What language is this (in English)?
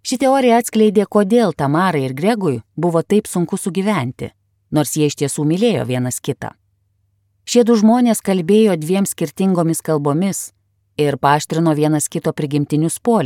Lithuanian